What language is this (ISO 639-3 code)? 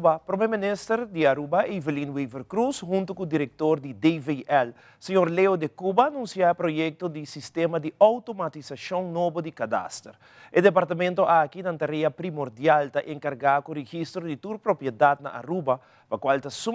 pap